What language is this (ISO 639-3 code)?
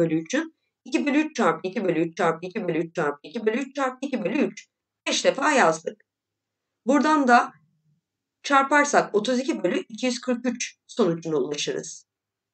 tur